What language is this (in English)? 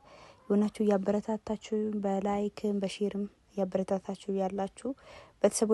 Amharic